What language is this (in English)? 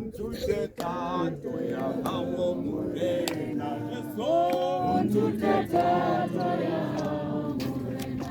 Tswana